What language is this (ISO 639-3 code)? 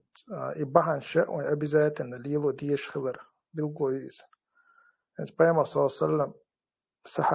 che